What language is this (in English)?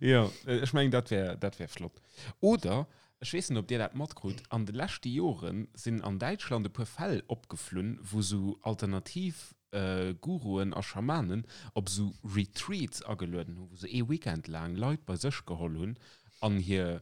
Luxembourgish